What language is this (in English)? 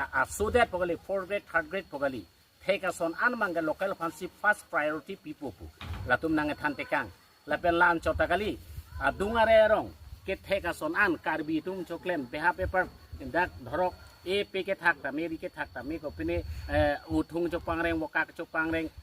Karbi